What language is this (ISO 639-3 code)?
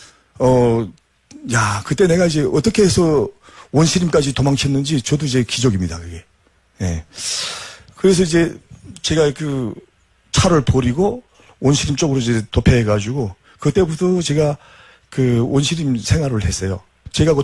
kor